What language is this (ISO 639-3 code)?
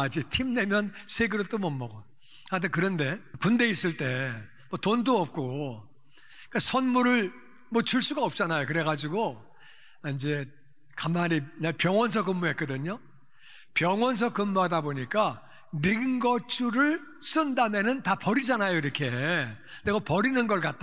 kor